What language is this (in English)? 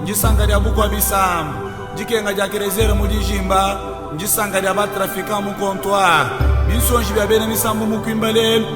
Luba-Lulua